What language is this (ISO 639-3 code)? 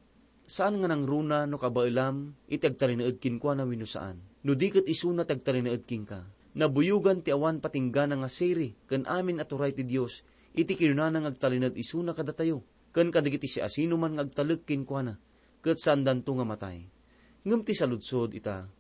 ilo